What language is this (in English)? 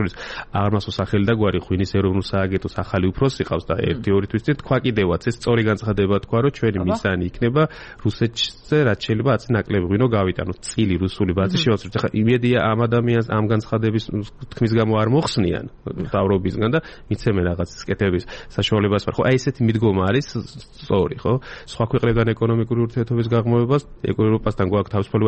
Georgian